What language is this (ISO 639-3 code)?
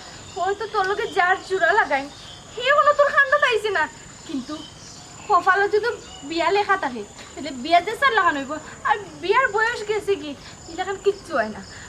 syl